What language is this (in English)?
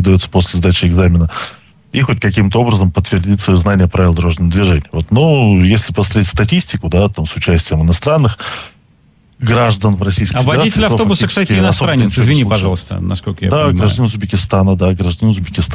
Russian